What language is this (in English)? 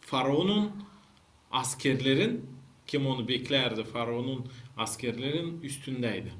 Gagauz